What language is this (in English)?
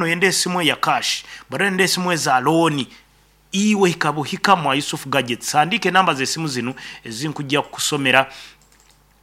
Nyoro